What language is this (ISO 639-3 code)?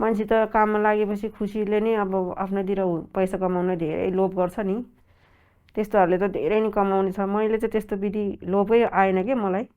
nep